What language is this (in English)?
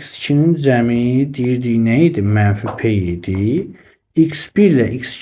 Azerbaijani